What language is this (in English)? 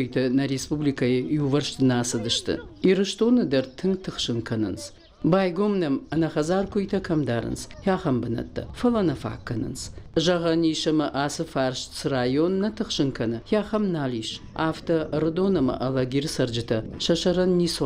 Ossetic